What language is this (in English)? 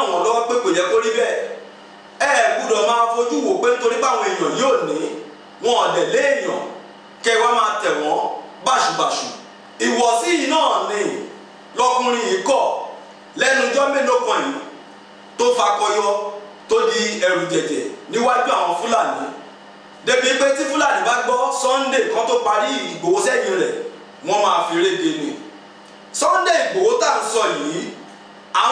Yoruba